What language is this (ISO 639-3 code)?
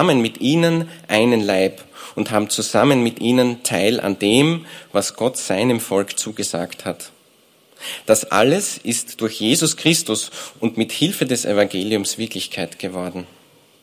deu